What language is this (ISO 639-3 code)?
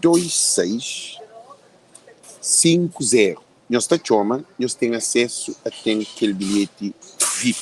kea